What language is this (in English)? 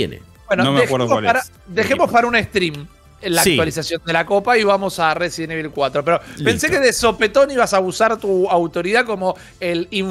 Spanish